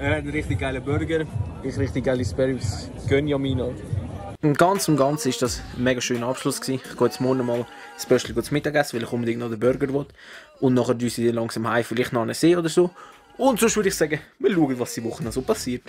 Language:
Swiss German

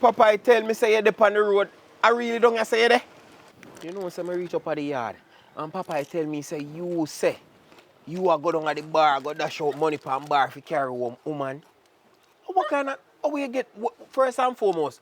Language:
Jamaican Creole English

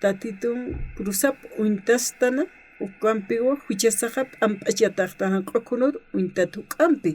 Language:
Aymara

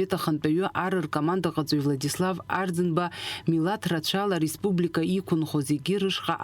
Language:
Abkhazian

